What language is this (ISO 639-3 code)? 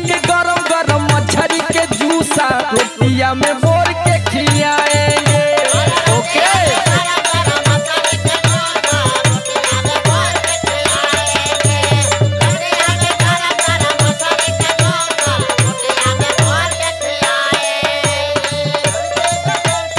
bho